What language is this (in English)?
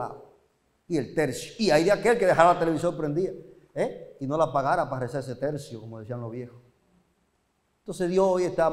Spanish